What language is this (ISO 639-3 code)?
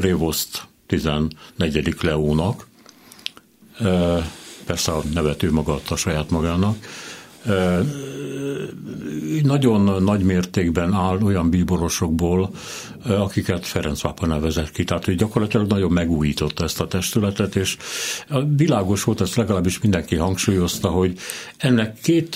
hun